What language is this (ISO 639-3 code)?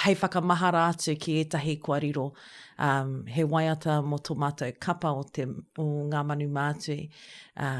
mri